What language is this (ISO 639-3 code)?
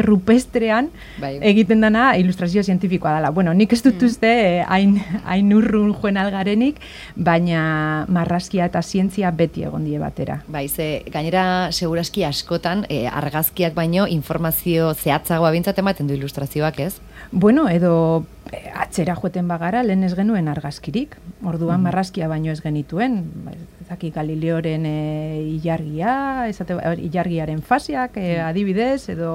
eus